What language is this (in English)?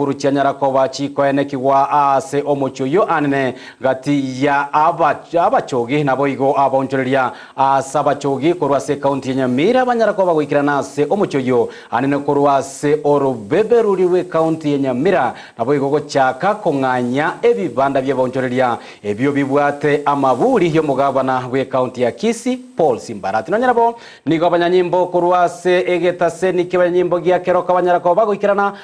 Gusii